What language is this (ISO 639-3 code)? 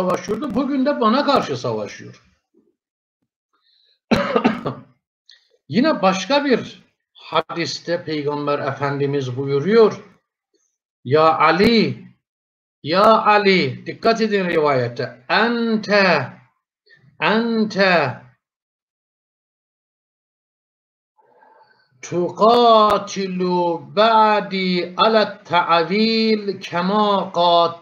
tur